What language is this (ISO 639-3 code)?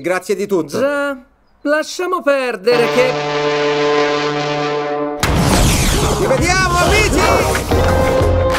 ita